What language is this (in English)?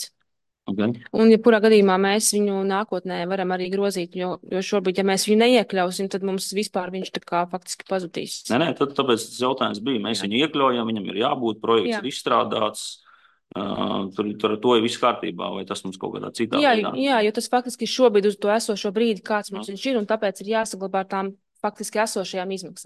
Latvian